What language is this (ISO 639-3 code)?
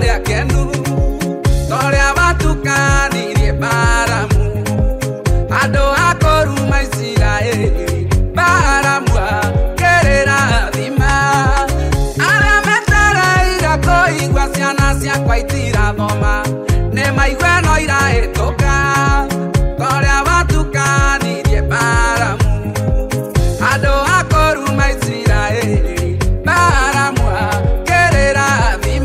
kik